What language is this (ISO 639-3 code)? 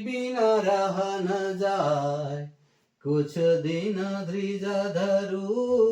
sck